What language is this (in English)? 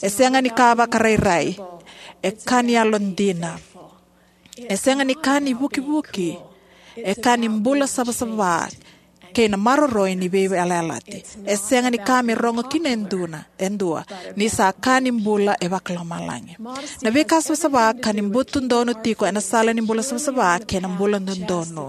Fijian